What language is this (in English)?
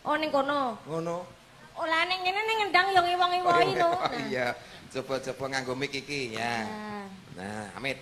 Javanese